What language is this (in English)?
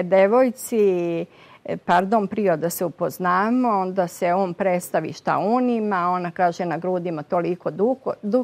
Serbian